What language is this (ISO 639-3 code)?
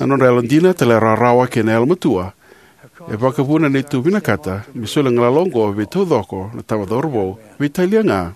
fij